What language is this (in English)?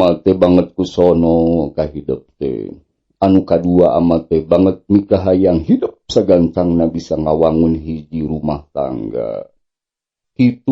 Sundanese